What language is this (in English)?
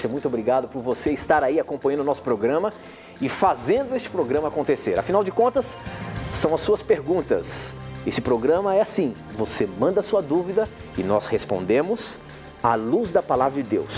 Portuguese